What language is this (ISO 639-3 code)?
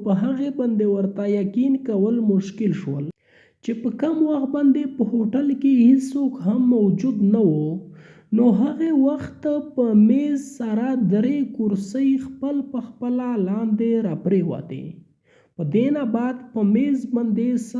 pus